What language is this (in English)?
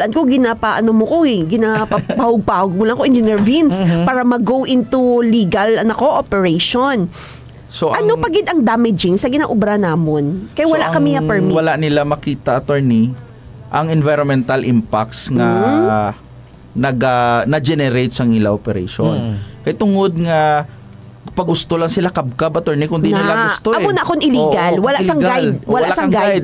Hiligaynon